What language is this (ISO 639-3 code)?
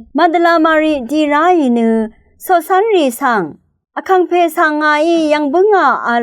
raw